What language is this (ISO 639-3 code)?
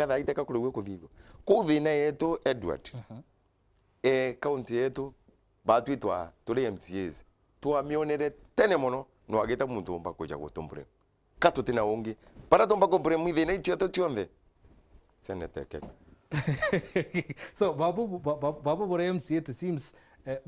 mer